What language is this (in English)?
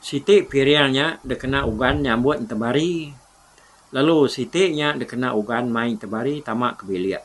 Iban